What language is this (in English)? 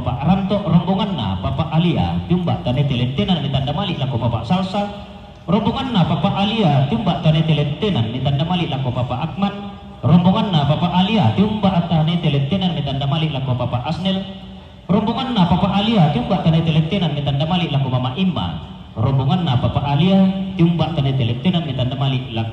Toraja-Sa'dan